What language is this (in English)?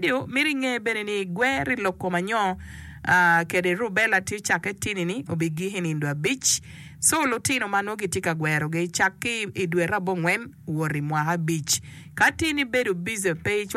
Acoli